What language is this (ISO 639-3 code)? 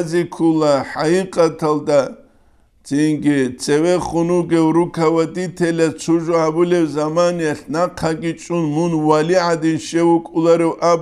ava